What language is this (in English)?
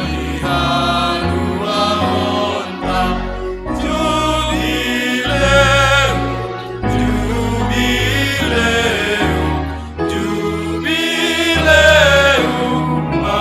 Batak Simalungun